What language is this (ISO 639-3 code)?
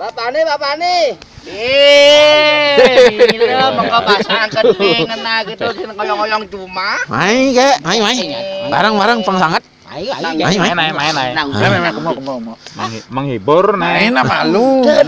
ban